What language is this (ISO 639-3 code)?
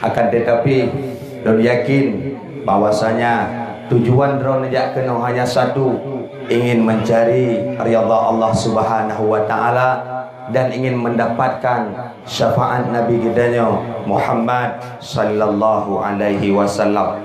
ace